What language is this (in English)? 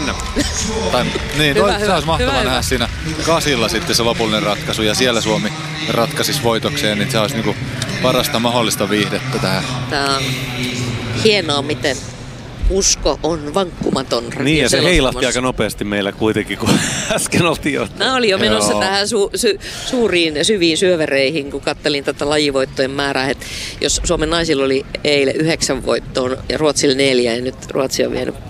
Finnish